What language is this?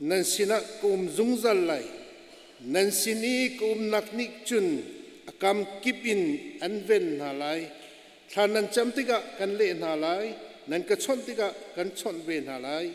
Hakha Chin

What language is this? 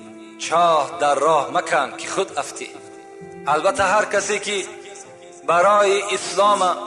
Tajik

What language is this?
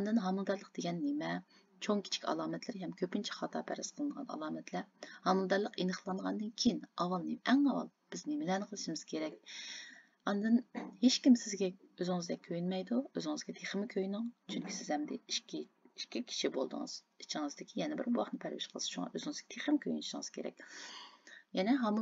Uyghur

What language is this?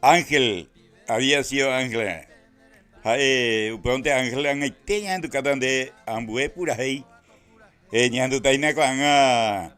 Guarani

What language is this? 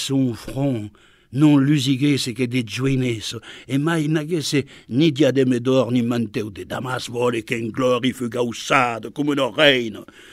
Occitan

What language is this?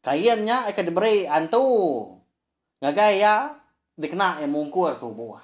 Iban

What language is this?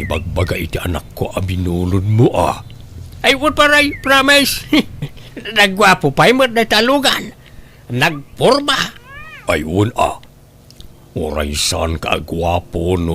Iloko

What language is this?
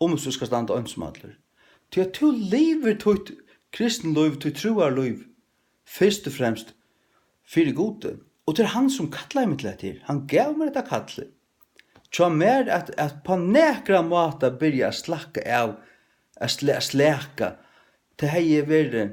Faroese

